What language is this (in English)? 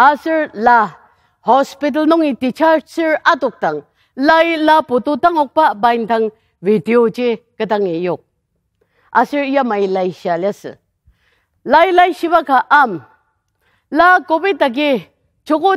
Ao Naga